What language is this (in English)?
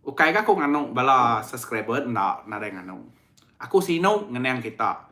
Iban